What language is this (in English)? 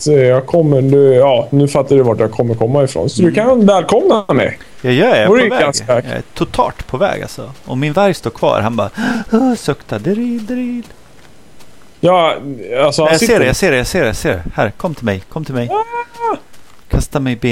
Swedish